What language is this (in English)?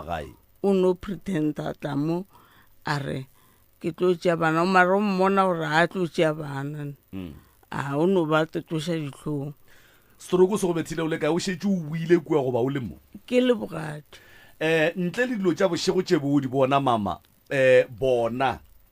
Northern Sotho